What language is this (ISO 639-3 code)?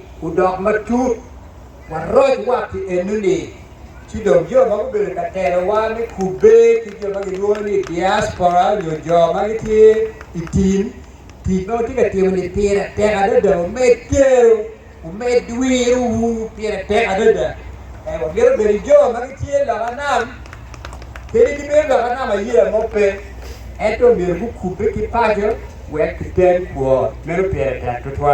ach